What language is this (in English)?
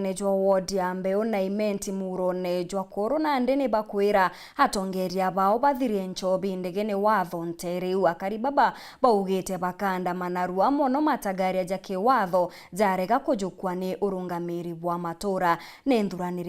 Meru